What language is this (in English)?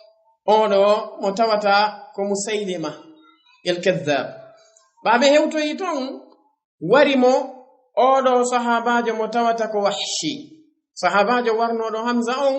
Fula